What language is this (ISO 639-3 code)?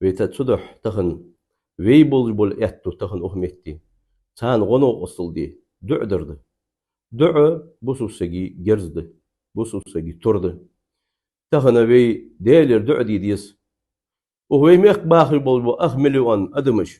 inh